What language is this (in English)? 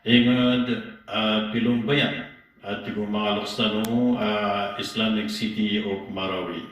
Maranao